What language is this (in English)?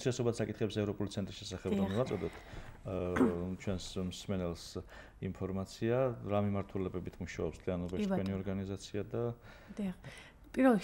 Georgian